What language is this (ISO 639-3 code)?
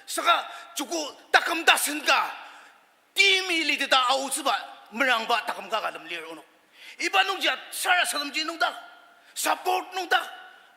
njo